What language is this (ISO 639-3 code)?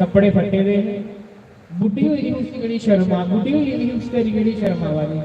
doi